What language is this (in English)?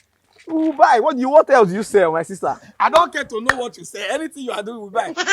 Nigerian Pidgin